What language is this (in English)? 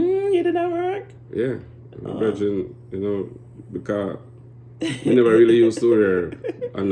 Jamaican Creole English